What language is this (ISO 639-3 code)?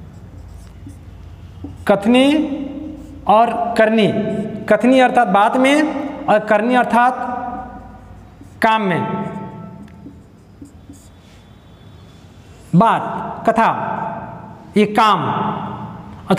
hin